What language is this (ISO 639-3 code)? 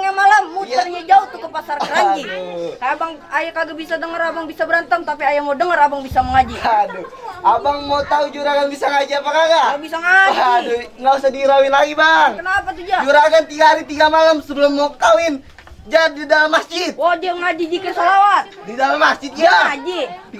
bew